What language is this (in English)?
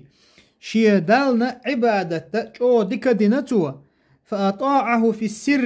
Chechen